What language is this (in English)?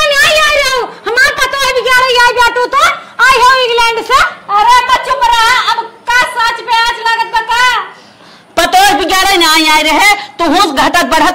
Awadhi